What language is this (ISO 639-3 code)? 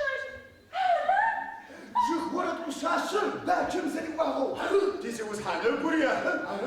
ady